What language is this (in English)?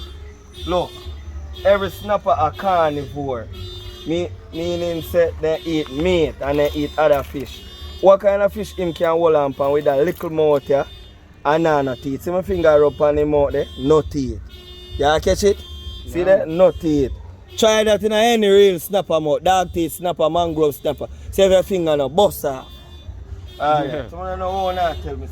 Jamaican Creole English